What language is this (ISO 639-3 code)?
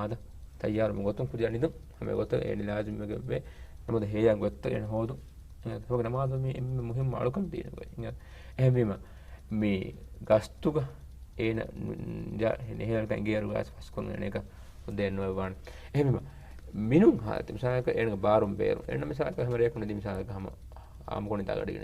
div